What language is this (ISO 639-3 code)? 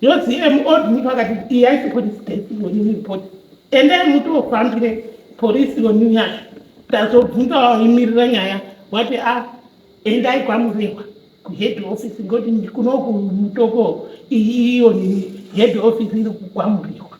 sna